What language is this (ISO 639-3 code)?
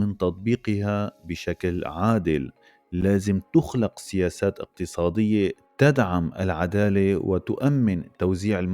apc